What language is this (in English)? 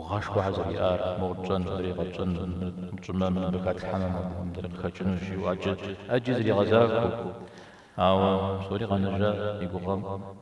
Kabardian